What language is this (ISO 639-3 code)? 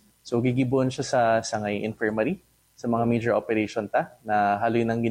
bik